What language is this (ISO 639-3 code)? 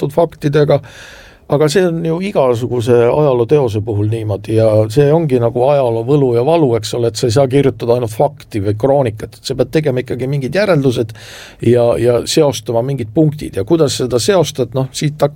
est